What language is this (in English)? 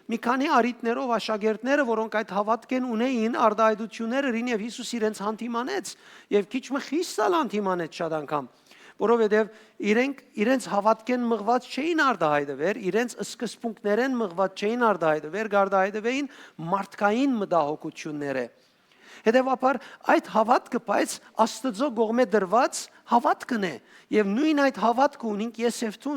Western Armenian